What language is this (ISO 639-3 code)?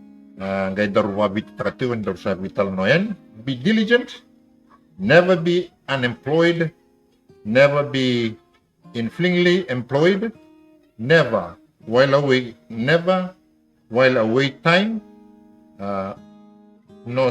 fij